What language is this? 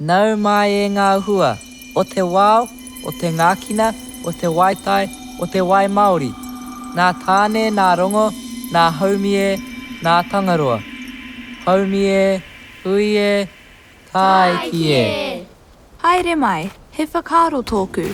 Māori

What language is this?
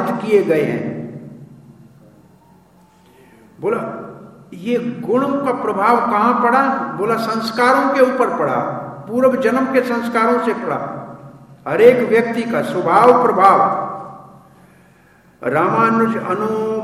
Hindi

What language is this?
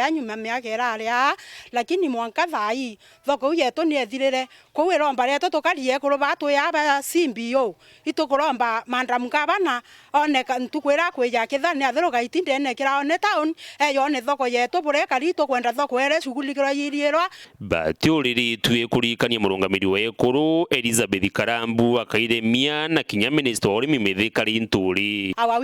Meru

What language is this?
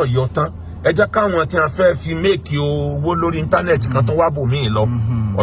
Yoruba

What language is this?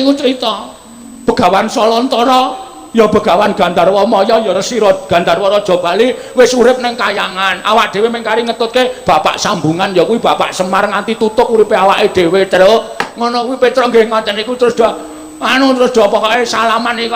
Javanese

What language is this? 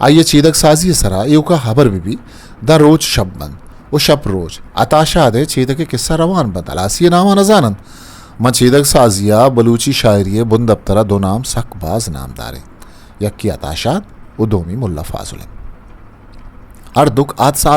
Eastern Balochi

